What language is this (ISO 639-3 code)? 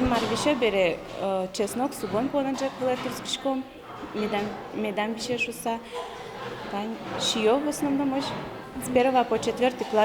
udm